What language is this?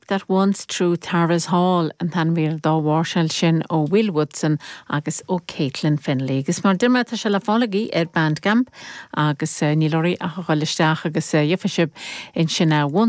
Irish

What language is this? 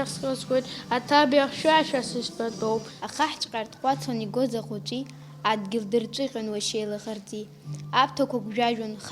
Abkhazian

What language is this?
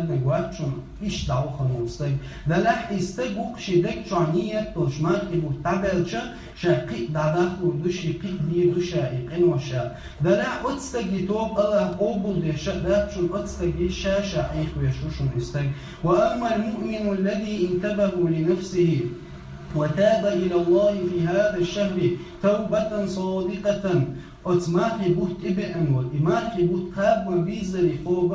Chechen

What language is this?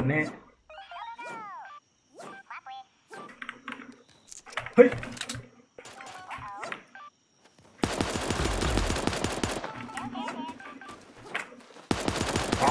Thai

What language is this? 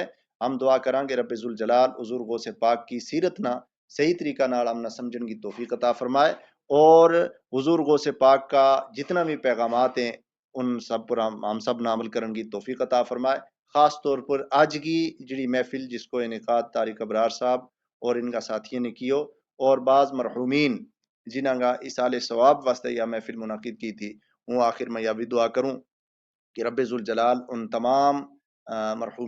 Gujari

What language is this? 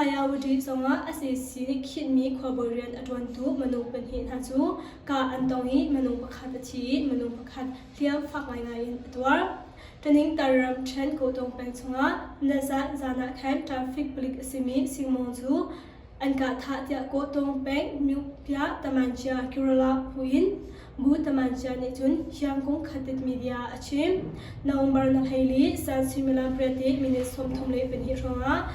Hakha Chin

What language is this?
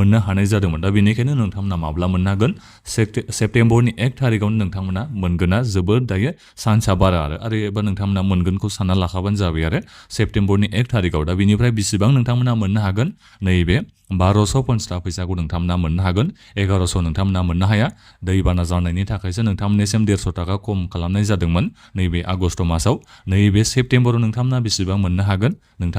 Bodo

